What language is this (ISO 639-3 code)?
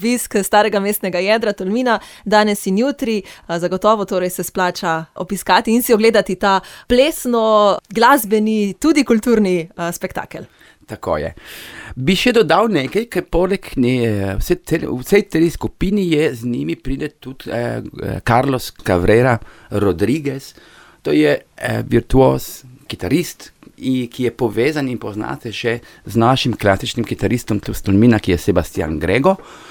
slv